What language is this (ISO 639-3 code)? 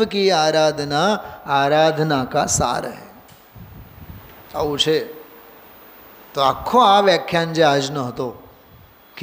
guj